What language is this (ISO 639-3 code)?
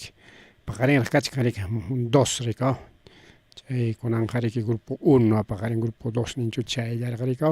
quy